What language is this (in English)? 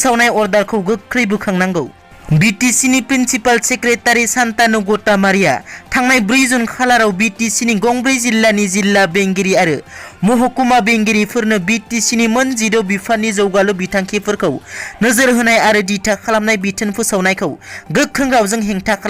Bodo